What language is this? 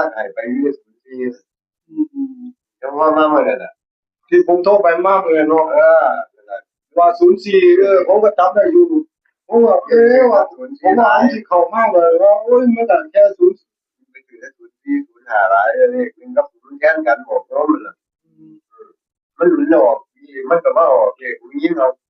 Northeastern Thai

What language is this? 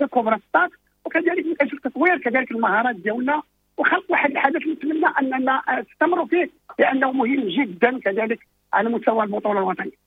Moroccan Arabic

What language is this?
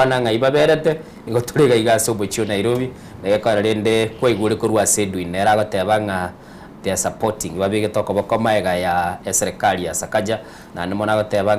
Gusii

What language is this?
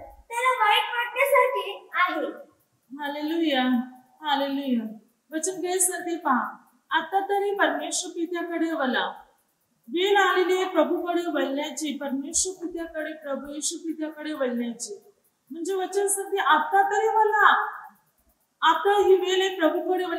Marathi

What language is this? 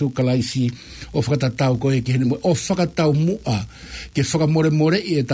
Tongan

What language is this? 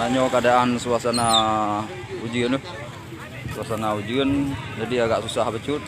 Achinese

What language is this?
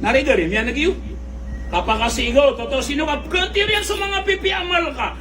Maranao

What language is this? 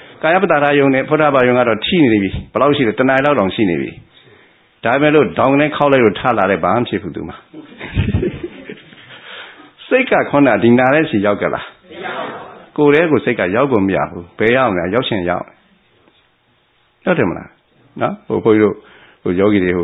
Burmese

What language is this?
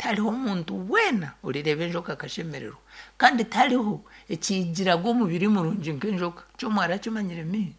Nyankole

